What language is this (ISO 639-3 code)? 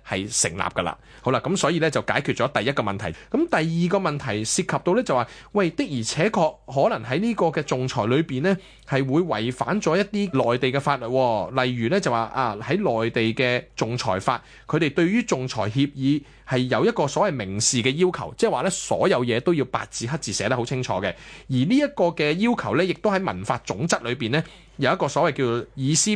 yue